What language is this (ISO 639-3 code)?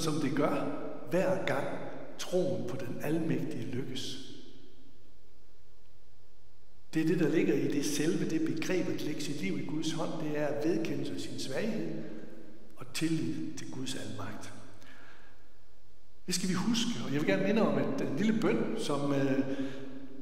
dan